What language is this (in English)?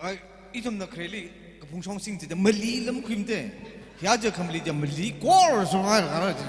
Tangkhul Naga (India)